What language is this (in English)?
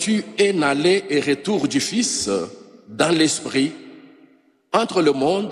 French